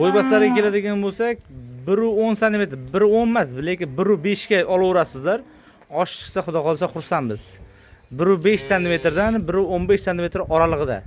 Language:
Uzbek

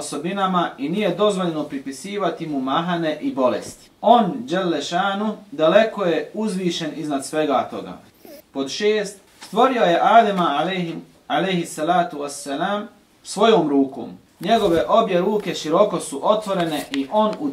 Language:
Bosnian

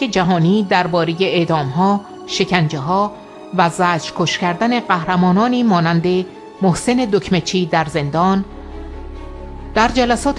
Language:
Persian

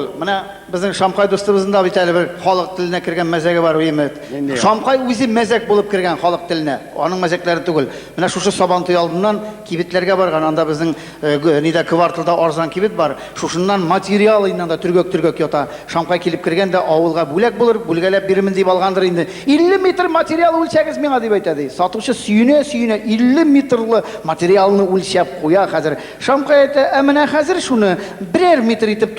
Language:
Tatar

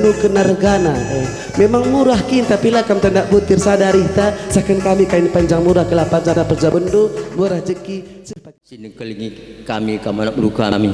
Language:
Batak Karo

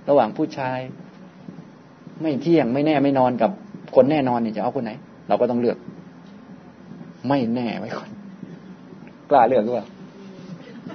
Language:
Thai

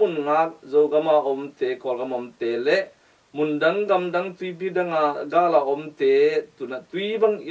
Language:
Tedim Chin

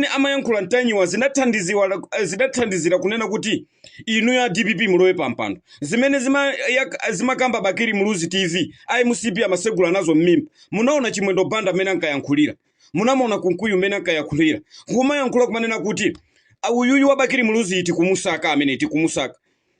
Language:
Nyanja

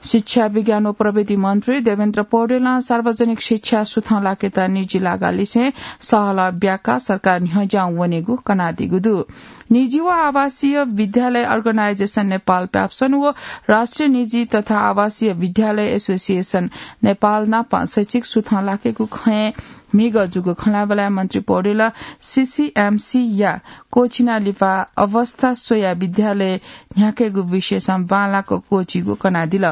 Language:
Newari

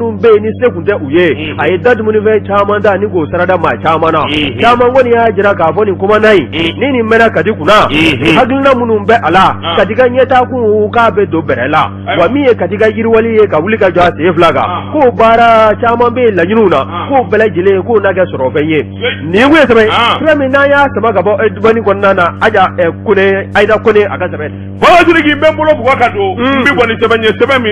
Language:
Bambara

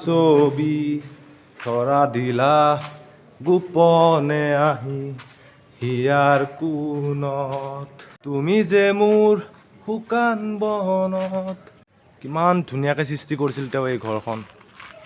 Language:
Assamese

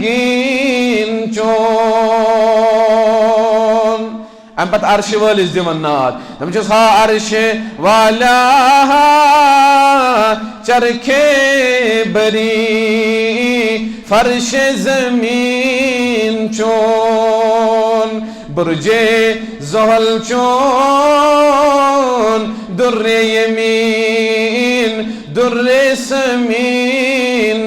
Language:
Kashmiri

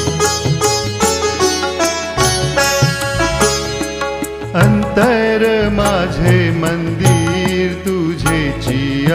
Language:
Marathi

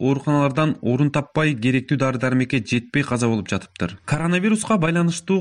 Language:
Kyrgyz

